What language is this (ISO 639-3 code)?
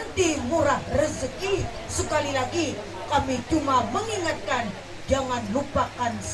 bjn